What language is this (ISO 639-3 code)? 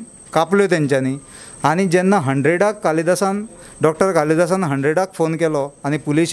kok